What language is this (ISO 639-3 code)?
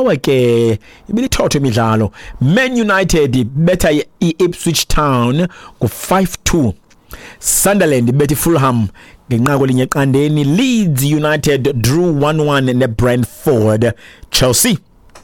xho